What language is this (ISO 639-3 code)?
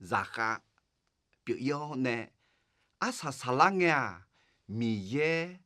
ahk